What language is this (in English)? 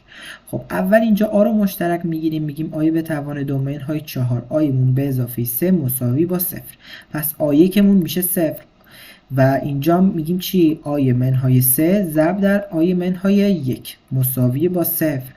Tajik